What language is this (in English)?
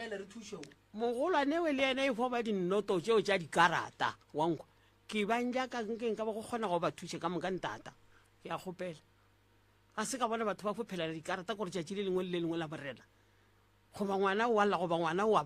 Northern Sotho